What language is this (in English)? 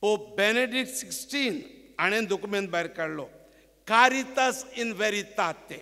Konkani